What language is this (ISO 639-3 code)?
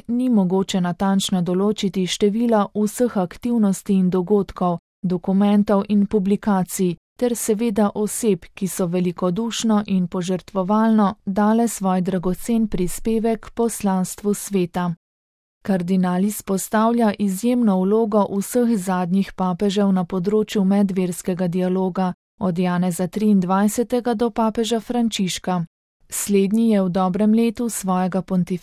slv